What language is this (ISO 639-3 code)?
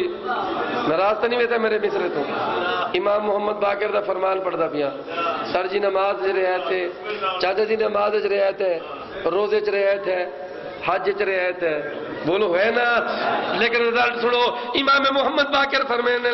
skr